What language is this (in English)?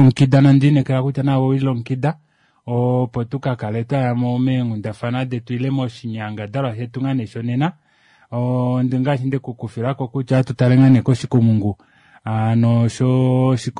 Kuanyama